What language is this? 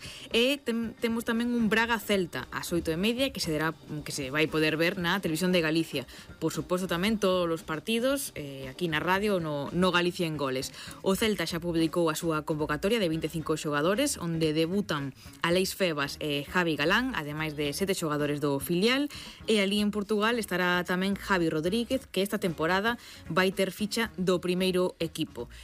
Galician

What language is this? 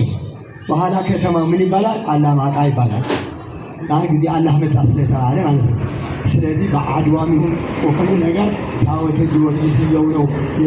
Amharic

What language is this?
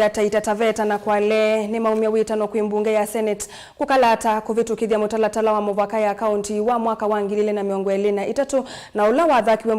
Kamba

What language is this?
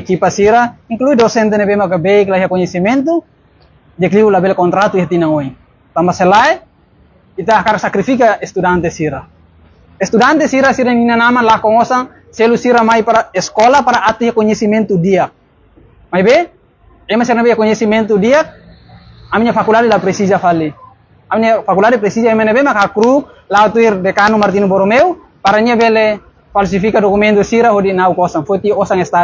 Tetum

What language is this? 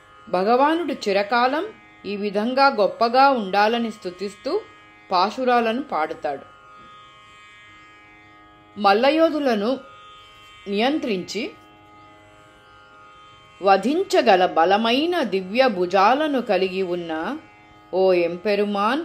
Telugu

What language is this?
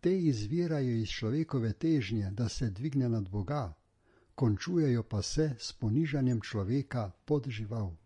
Slovenian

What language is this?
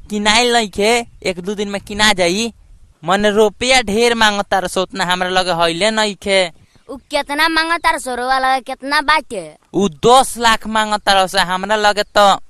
Bhojpuri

